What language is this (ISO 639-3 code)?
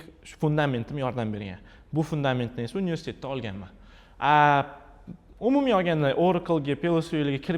uzb